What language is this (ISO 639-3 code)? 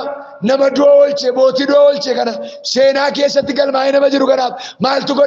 orm